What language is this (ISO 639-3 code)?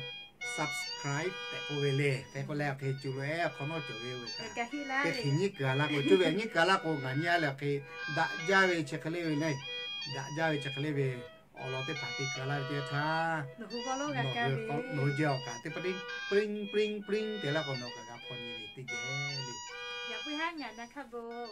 lhu